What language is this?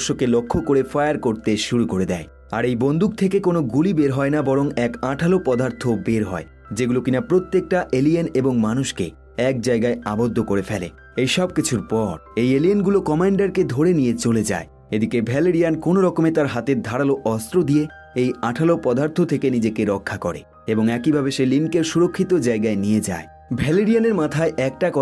Bangla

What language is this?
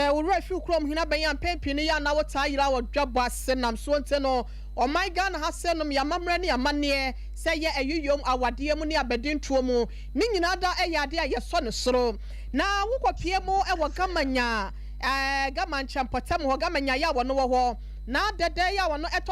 Akan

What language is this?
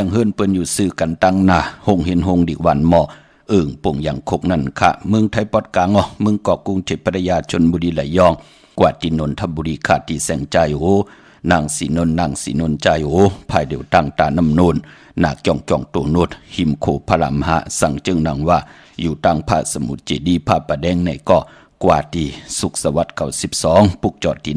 Shan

